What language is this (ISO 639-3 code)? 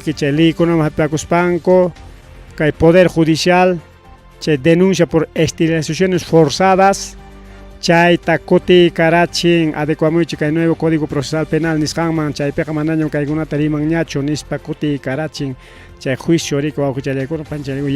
quy